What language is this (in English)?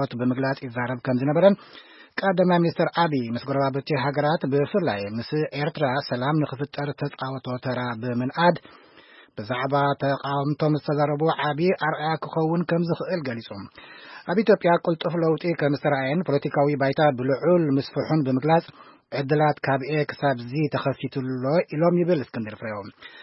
Tigrinya